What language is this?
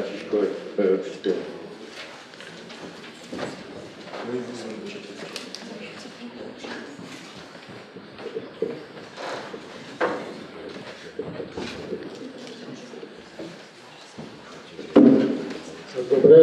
Czech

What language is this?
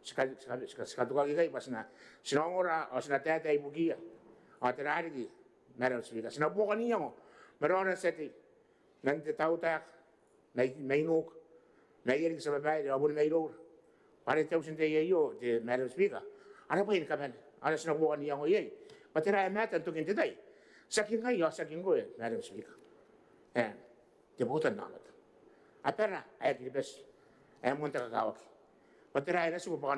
Gilbertese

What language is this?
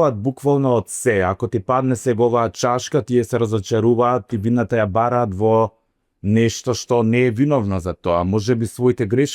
Macedonian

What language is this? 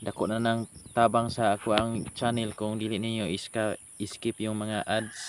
Cebuano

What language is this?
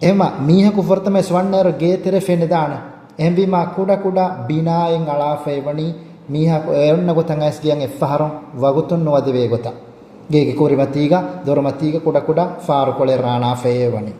Divehi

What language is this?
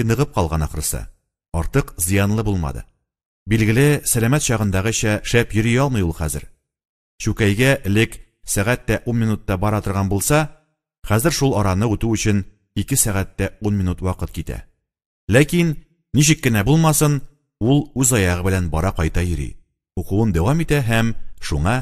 Tatar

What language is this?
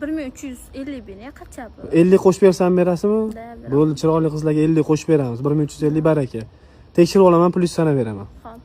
Uzbek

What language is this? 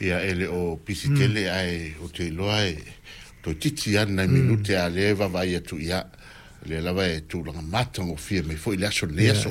Samoan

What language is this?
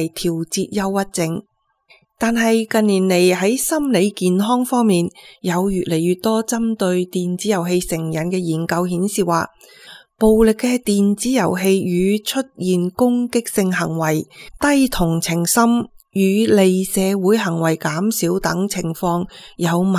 Cantonese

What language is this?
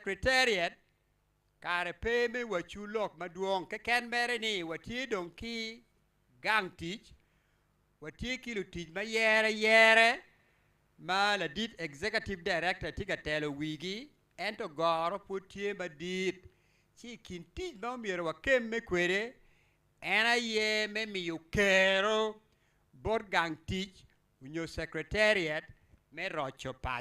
Acoli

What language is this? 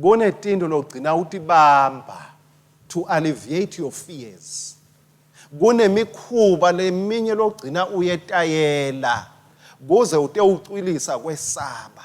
Swati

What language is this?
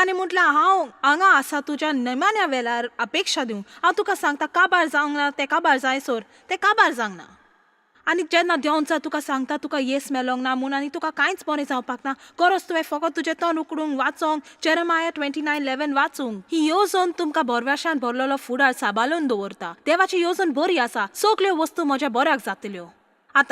Konkani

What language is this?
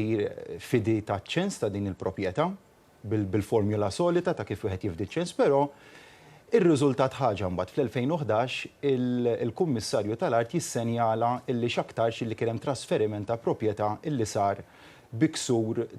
Maltese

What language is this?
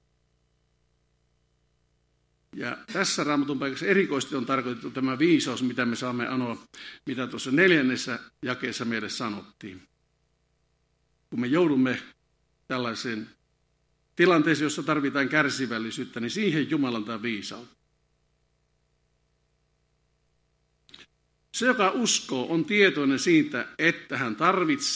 Finnish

